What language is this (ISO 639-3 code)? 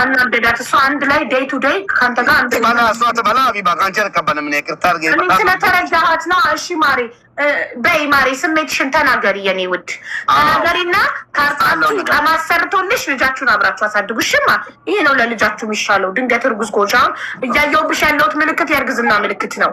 amh